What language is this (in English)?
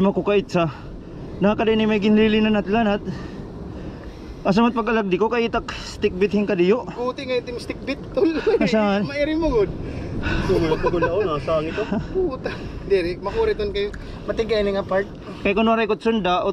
Filipino